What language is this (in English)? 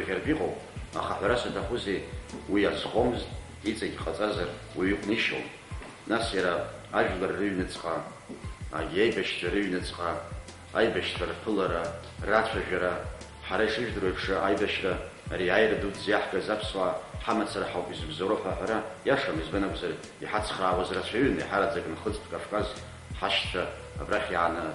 Abkhazian